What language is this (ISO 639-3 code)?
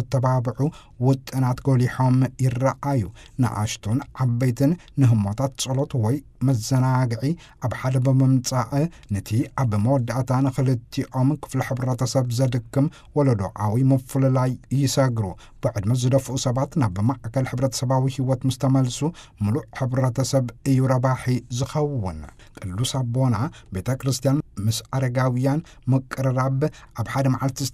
tir